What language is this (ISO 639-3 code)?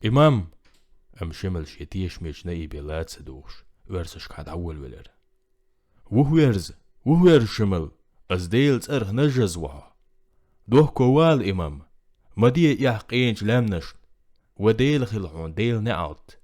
che